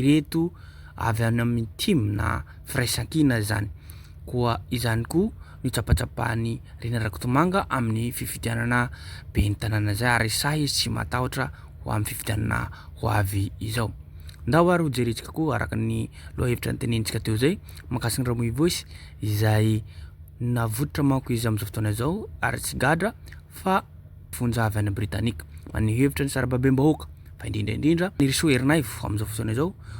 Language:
Malagasy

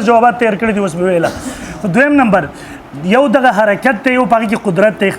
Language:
Pashto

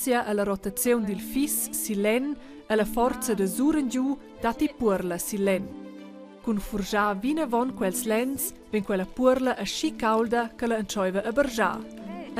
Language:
Romansh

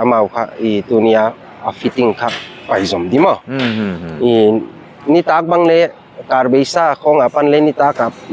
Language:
Paite Chin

